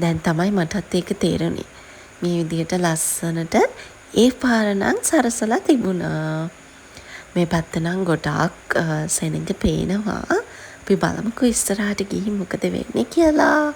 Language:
Sinhala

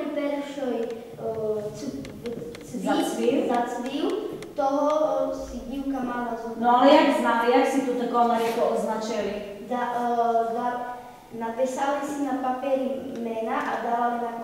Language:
Slovak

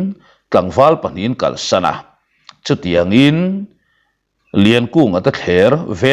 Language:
Mizo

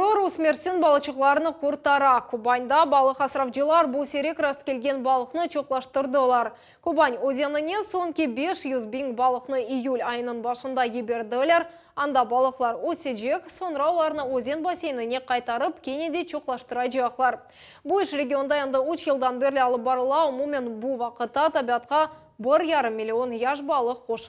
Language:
Crimean Tatar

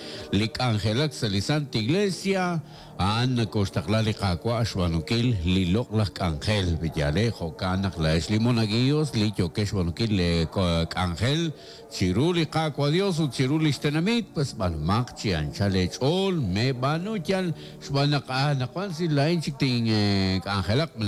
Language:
Kekchí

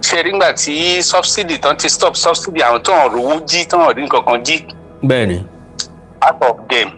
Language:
Yoruba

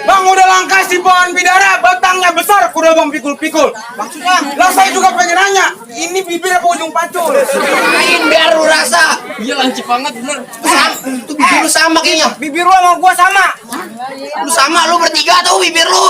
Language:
Betawi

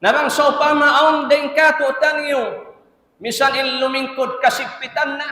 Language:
Tausug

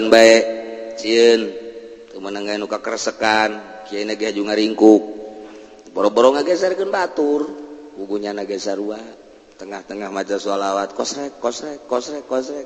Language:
Sundanese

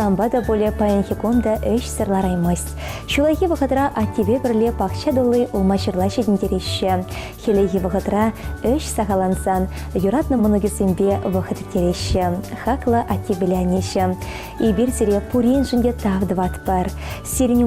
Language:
Chuvash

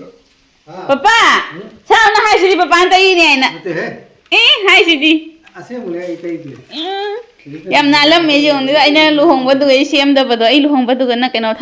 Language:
Manipuri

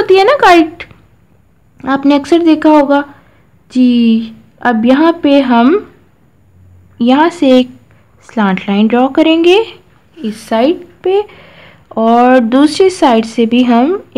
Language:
Hindi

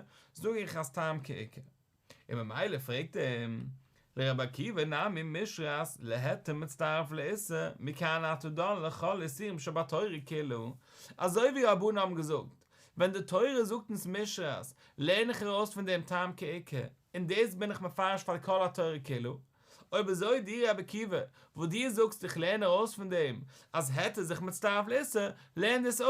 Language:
Yiddish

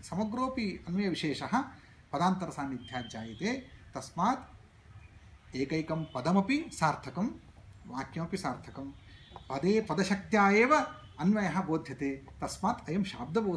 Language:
Sanskrit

